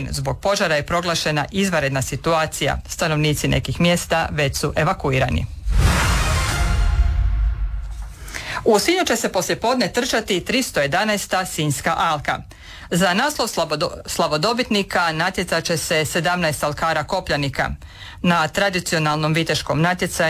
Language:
Croatian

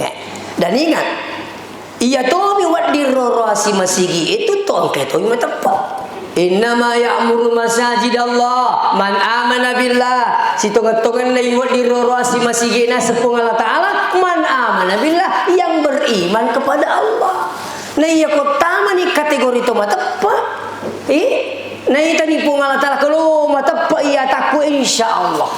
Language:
Buginese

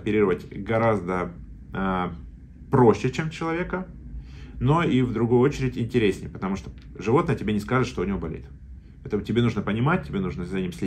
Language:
Russian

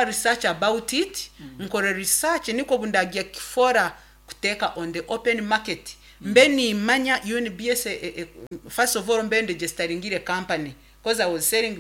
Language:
Nyankole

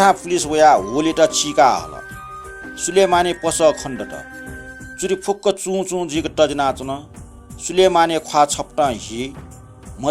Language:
Newari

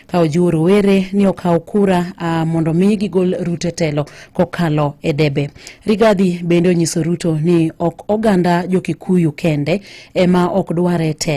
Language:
Luo (Kenya and Tanzania)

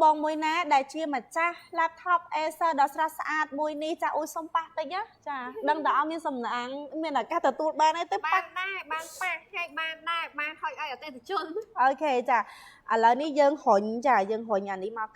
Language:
Khmer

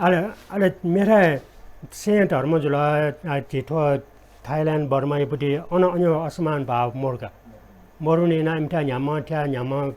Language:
Newari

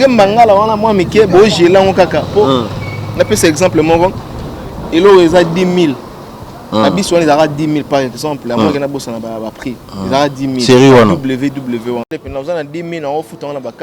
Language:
Lingala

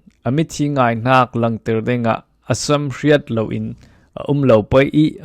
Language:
Falam Chin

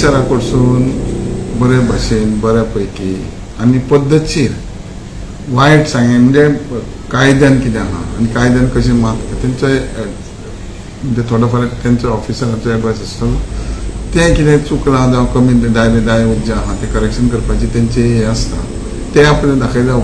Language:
Konkani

